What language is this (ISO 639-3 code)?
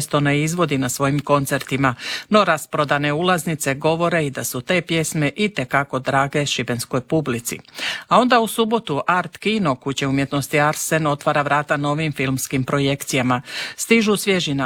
hrv